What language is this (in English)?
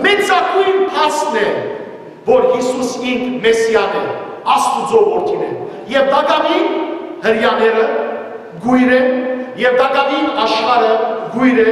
Western Armenian